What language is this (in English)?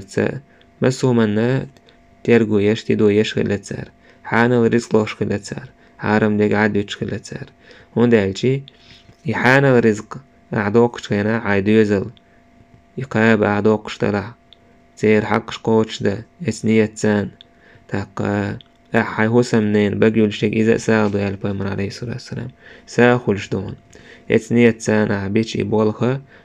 Chechen